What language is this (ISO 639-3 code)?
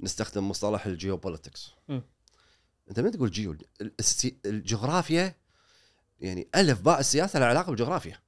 afb